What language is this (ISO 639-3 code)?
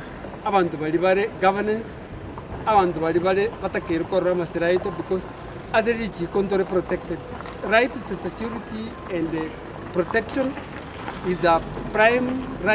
guz